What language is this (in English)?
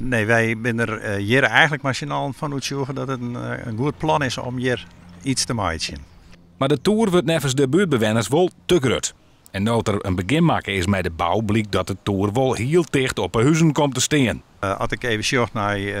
Western Frisian